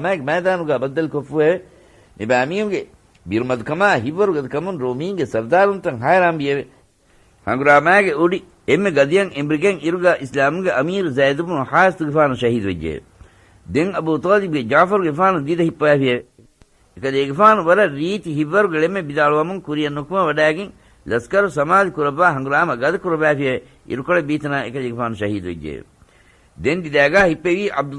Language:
Divehi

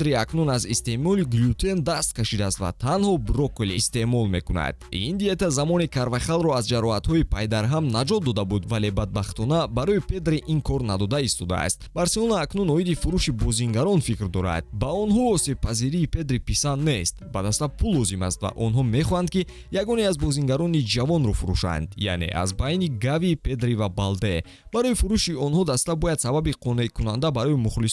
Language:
Tajik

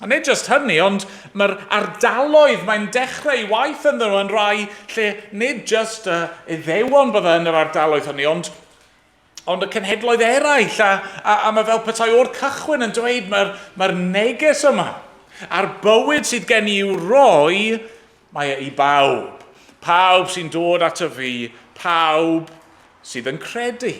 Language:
Welsh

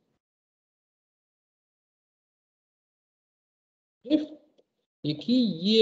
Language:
Ukrainian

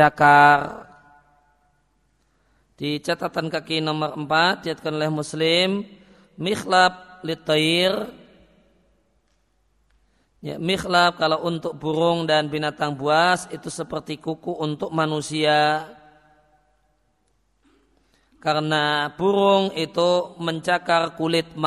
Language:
Indonesian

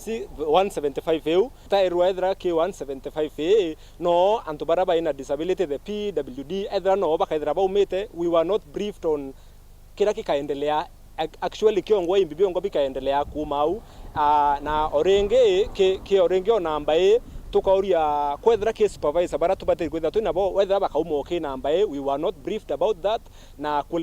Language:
Meru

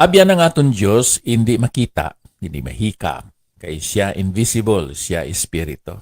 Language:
Hiligaynon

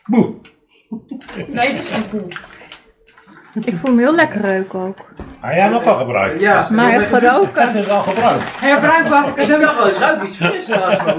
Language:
Dutch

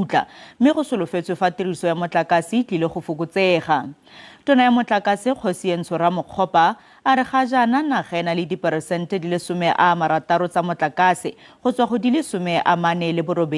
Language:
Tswana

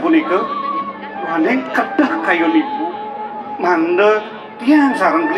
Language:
Balinese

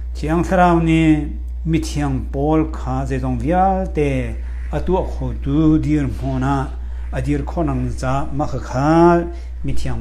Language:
Hakha Chin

